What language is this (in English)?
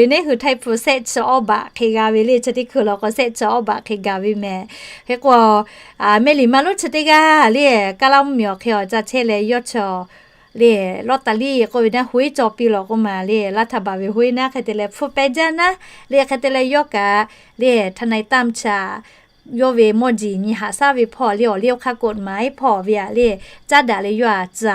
Lahu